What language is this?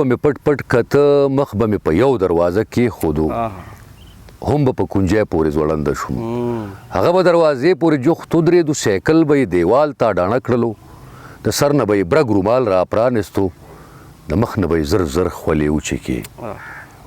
Pashto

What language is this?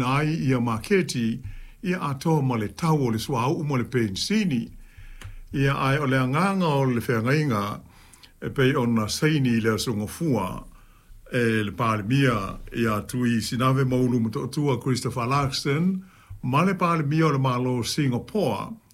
Samoan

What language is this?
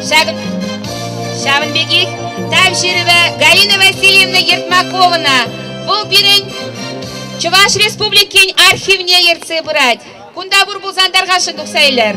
Chuvash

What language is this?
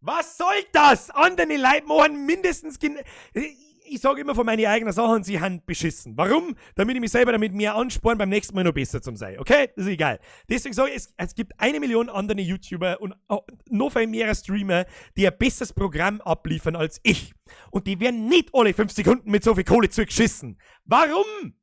Bavarian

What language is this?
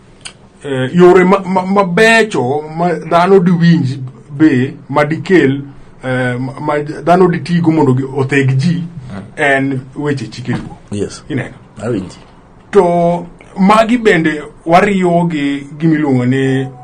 Luo (Kenya and Tanzania)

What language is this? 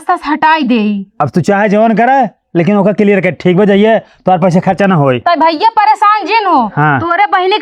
Awadhi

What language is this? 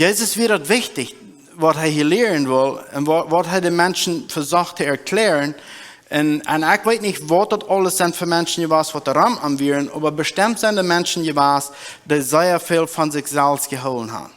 Plautdietsch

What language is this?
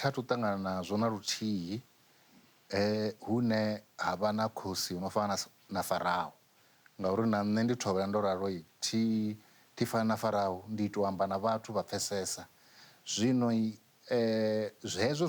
Venda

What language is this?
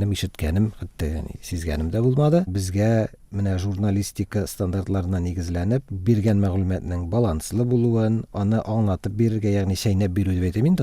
Tatar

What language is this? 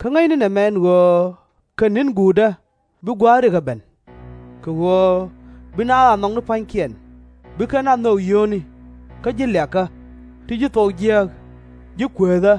Nuer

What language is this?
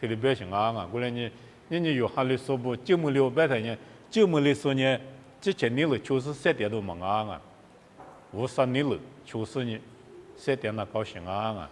Lisu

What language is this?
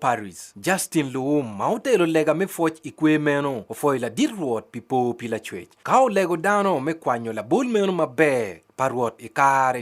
Acoli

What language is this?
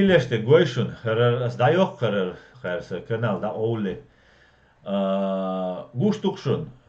Chechen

